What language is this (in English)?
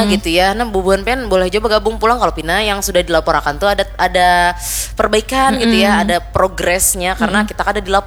Banjar